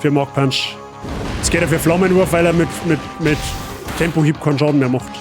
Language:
Bavarian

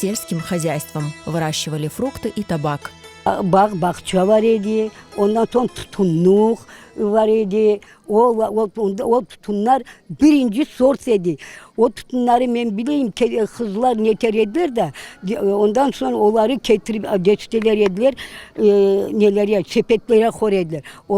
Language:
Crimean Tatar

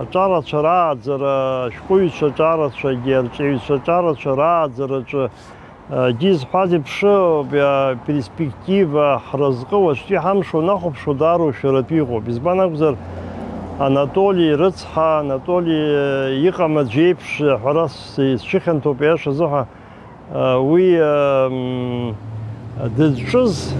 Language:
Abkhazian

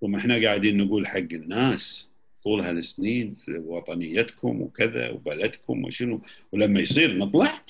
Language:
Gulf Arabic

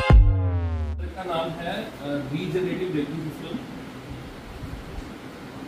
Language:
Hindi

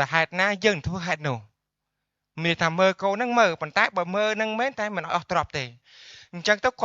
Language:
Khmer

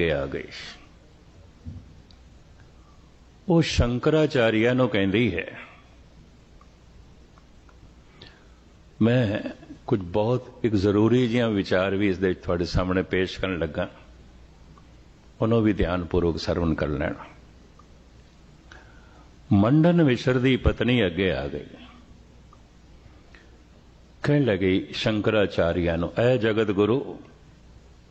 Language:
Punjabi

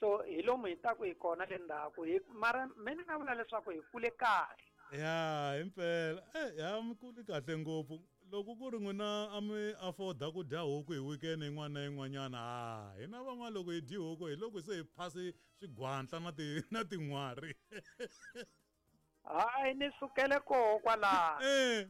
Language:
Tsonga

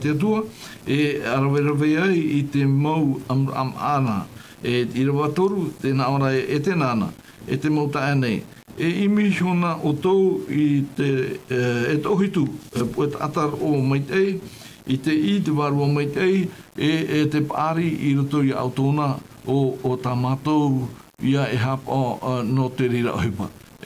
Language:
Tahitian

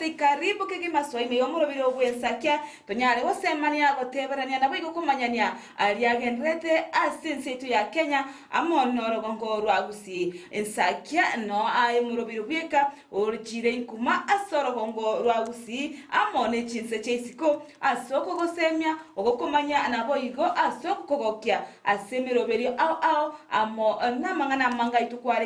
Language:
Gusii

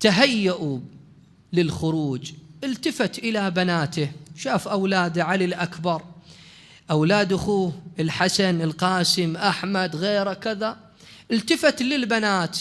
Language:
Mesopotamian Arabic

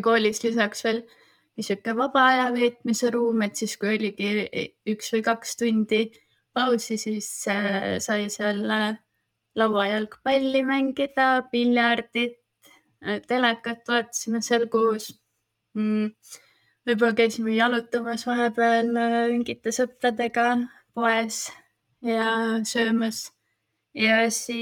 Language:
Estonian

